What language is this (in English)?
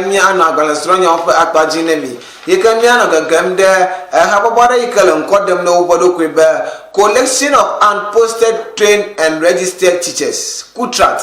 Ewe